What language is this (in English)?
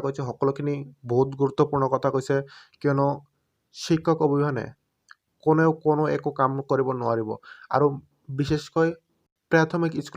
Assamese